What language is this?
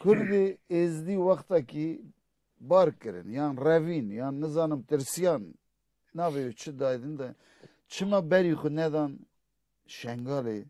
Kurdish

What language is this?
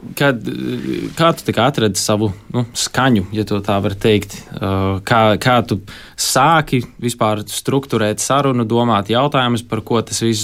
Latvian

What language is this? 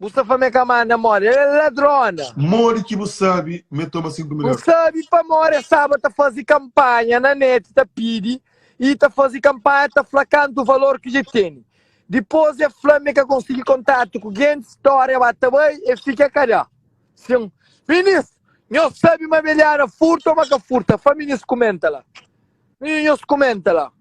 Kabuverdianu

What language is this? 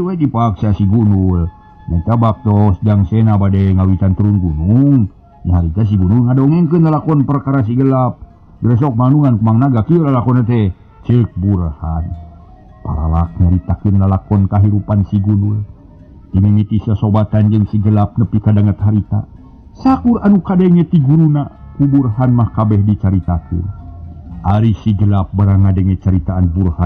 Sundanese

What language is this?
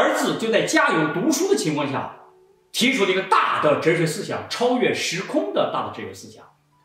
Chinese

